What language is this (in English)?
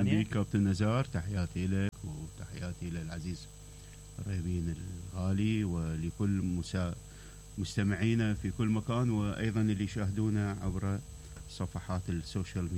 Mesopotamian Arabic